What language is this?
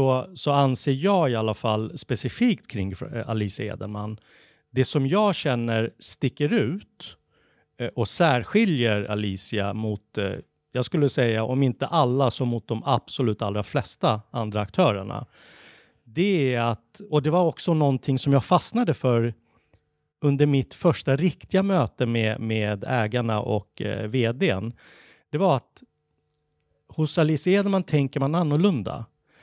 Swedish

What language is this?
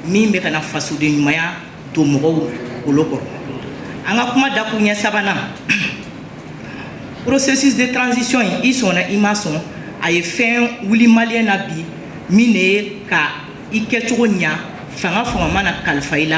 Bambara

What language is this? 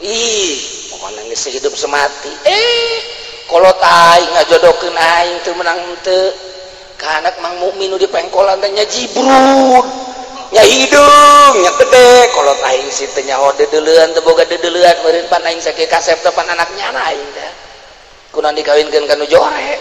Sundanese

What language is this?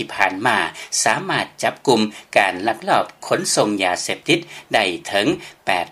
Lao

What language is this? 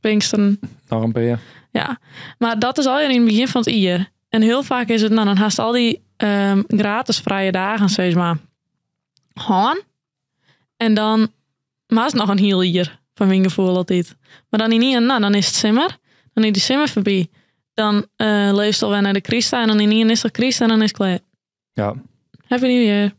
Western Frisian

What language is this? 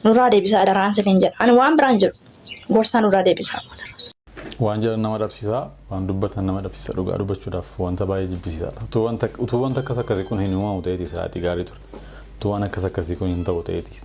Oromo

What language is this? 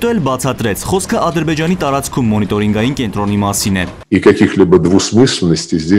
Armenian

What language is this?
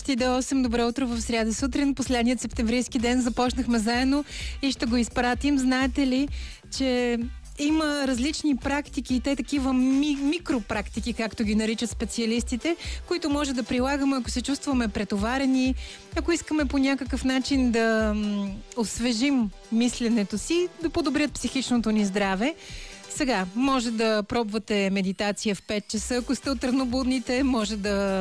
Bulgarian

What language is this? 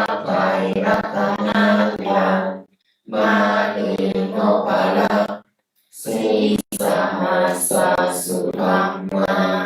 Pali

